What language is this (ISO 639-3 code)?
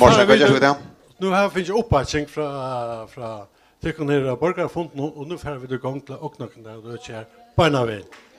fao